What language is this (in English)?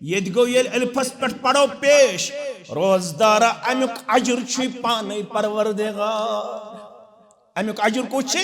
Kashmiri